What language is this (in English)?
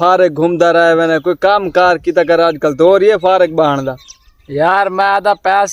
Saraiki